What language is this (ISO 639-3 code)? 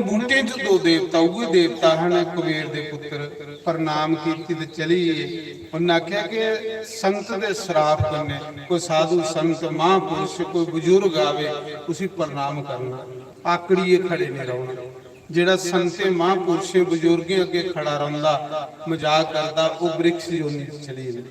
doi